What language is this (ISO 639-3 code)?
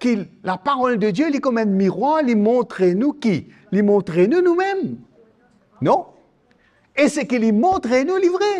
mfe